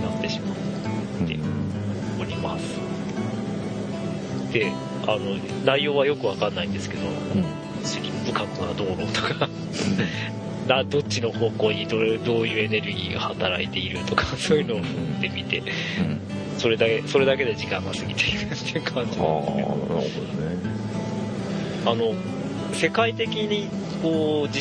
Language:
Japanese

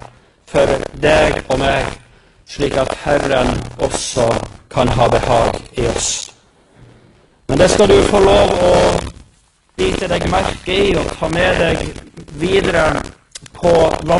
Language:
Norwegian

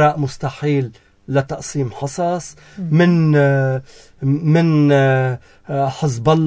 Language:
North Levantine Arabic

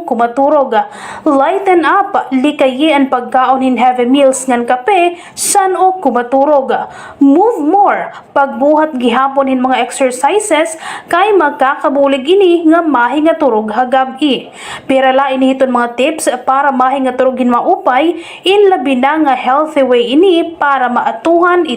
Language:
Waray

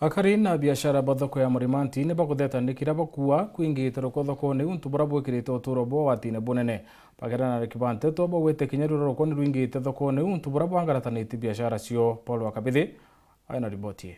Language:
Meru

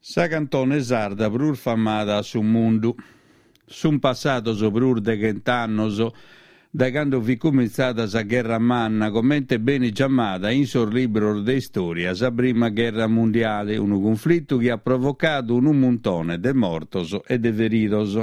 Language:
Sardinian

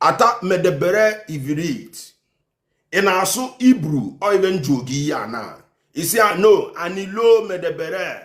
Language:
Igbo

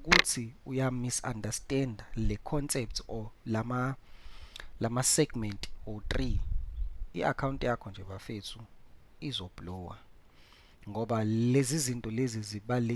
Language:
Zulu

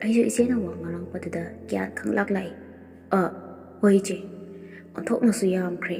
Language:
Manipuri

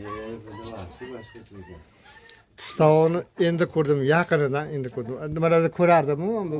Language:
Uzbek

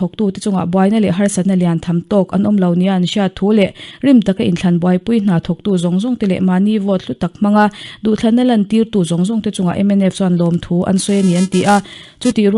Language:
Mizo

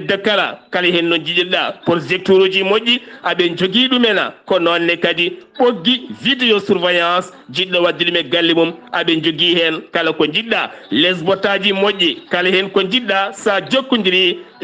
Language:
Fula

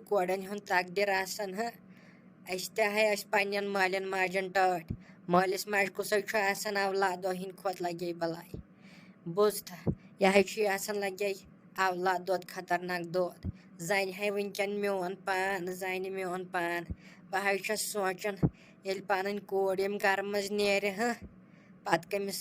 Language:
Kashmiri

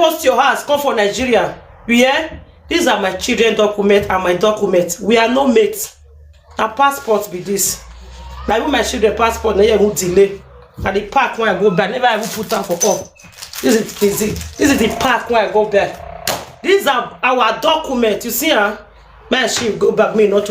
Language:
Nigerian Pidgin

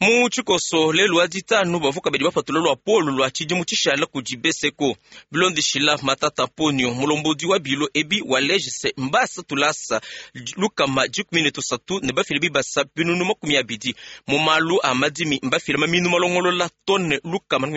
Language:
Luba-Lulua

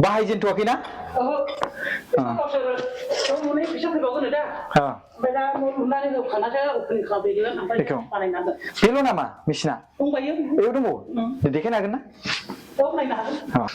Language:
Bodo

